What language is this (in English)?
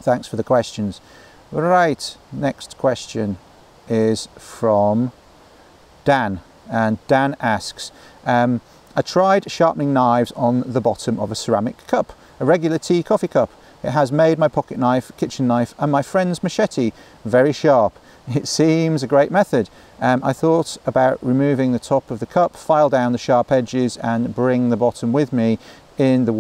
English